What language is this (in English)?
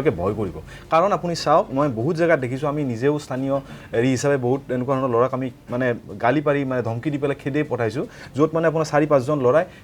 Assamese